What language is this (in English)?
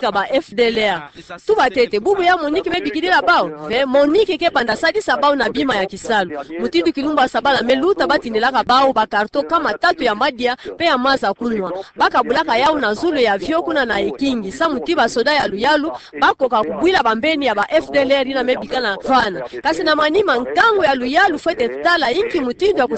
Kituba (Democratic Republic of Congo)